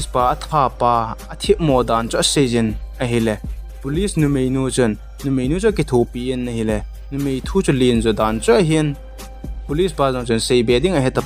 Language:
Thado Chin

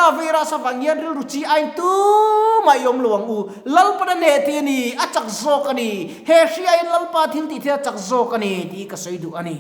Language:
Mizo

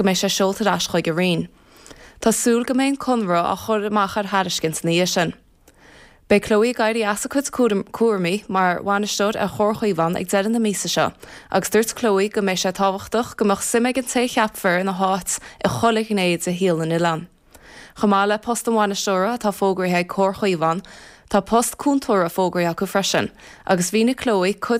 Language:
Irish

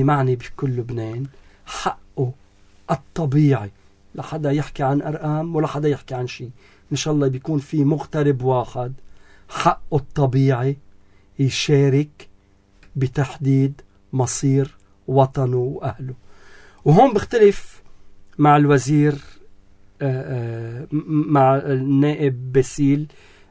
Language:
North Levantine Arabic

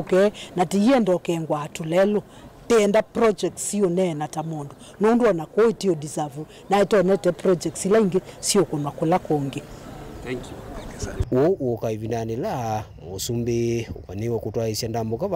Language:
Kamba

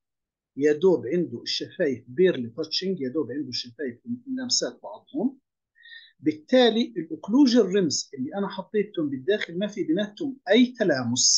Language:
South Levantine Arabic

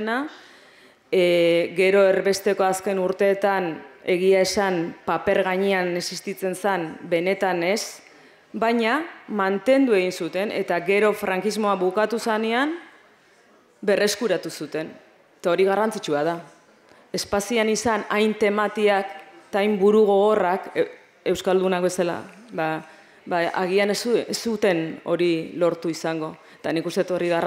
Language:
Basque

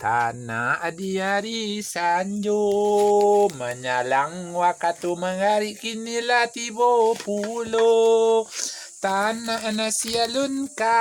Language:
Minangkabau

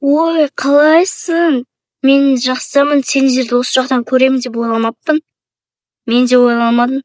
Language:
Kazakh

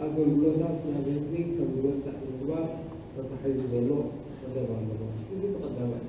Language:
Tigrinya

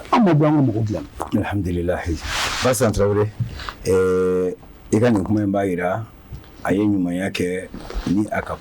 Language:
Bambara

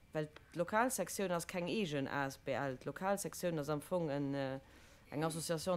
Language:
Luxembourgish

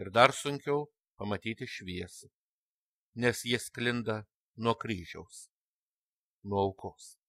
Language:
Lithuanian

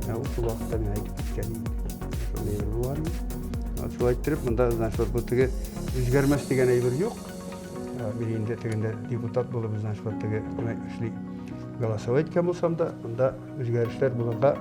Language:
Tatar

